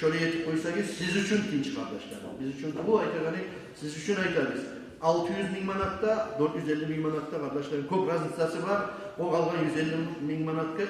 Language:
Kumyk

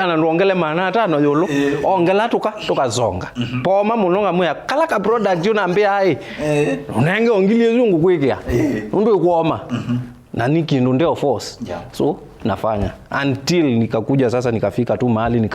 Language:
Kamba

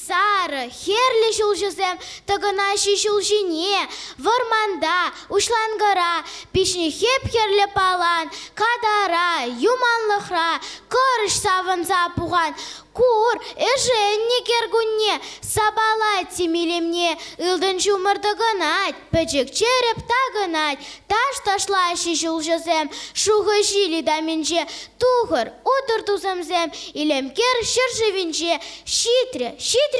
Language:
Chuvash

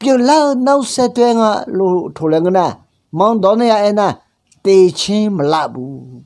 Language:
Akha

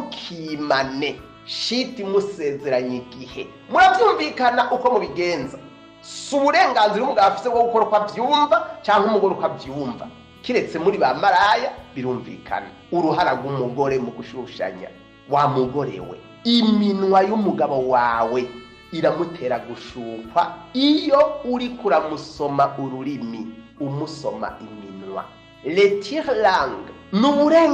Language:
Rundi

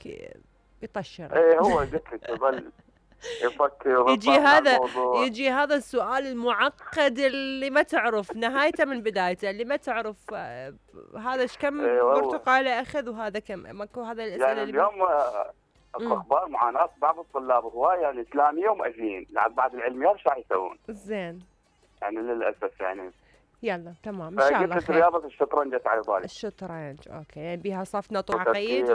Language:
Mesopotamian Arabic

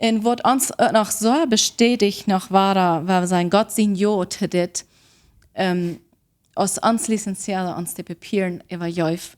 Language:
Plautdietsch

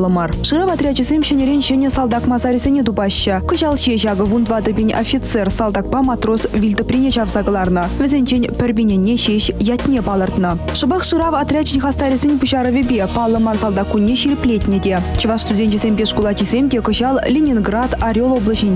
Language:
Chuvash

